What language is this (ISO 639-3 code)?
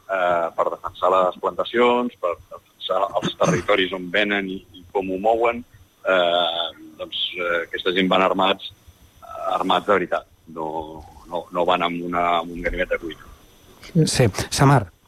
cat